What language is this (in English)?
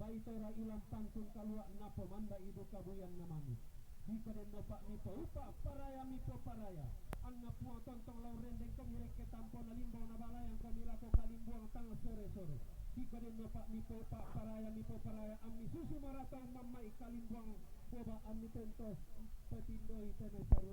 Toraja-Sa'dan